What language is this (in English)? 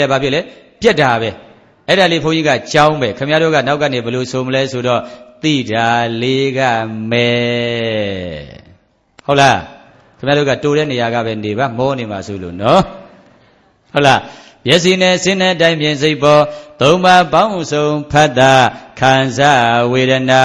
Burmese